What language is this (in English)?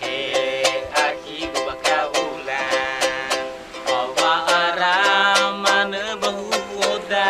Nias